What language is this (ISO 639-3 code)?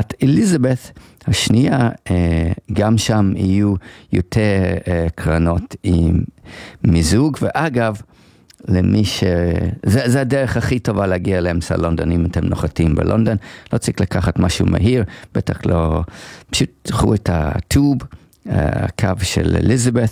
heb